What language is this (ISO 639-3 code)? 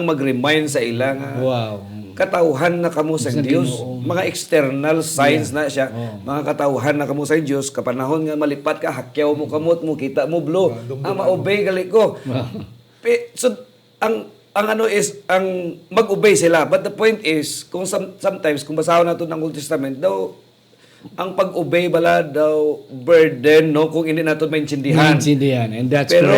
hil